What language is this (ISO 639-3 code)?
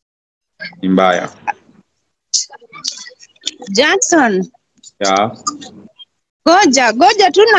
swa